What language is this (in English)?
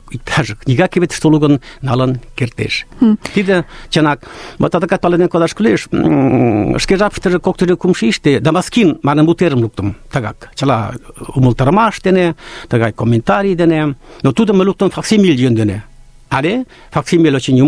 Mari